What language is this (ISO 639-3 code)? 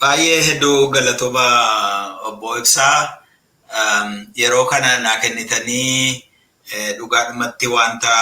orm